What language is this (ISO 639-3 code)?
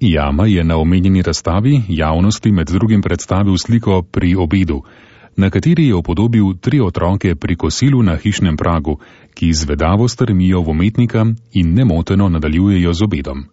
slv